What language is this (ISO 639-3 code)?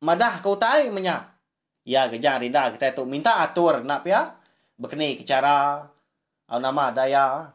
iba